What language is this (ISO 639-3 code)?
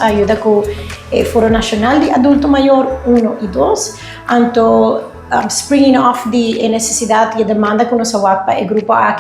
pap